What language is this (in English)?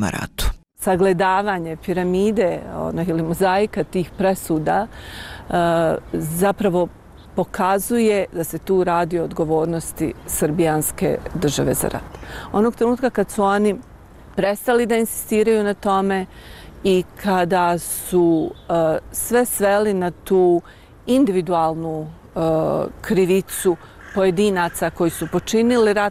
Bosnian